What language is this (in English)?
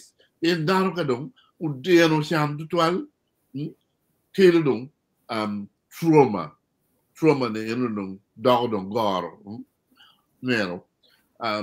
Acoli